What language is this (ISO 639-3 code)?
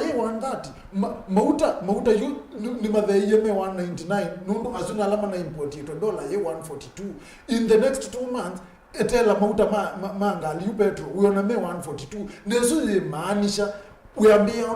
kam